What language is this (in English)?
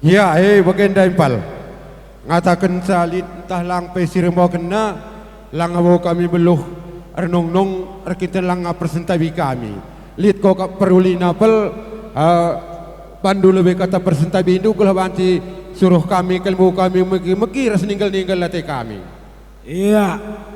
Batak Karo